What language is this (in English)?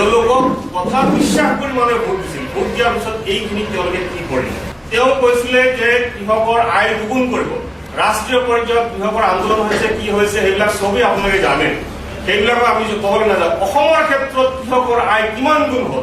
Assamese